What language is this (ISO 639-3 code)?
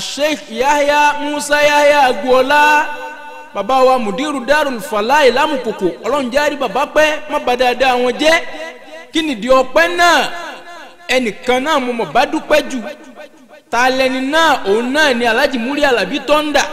yor